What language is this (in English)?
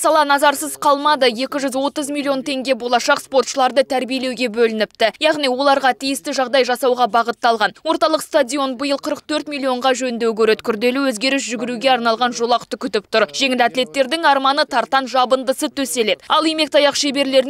Kazakh